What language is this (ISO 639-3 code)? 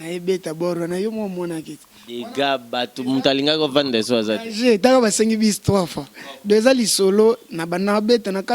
lin